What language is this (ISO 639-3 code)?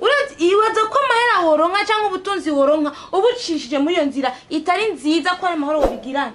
run